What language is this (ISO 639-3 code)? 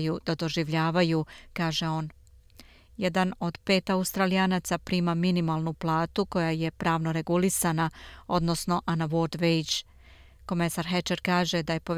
srp